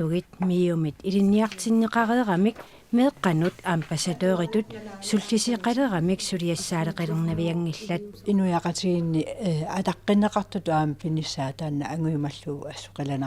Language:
Kalaallisut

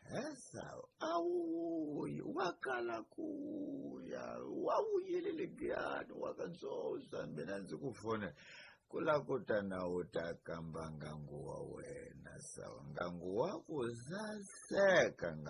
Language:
Tsonga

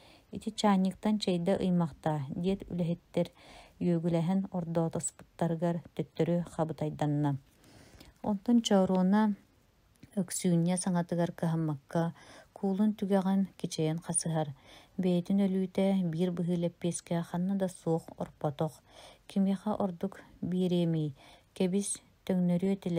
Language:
Yakut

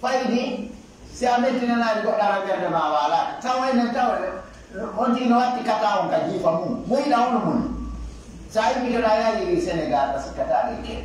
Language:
Pular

